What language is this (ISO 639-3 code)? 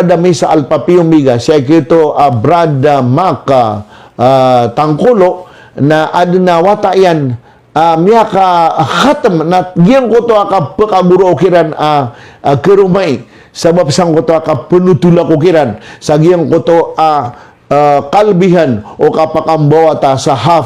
mrw